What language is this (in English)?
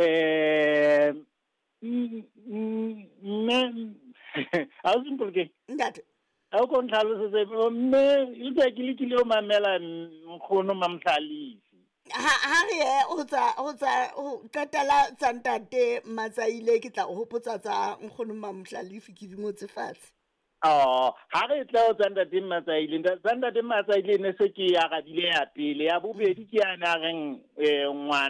Southern Sotho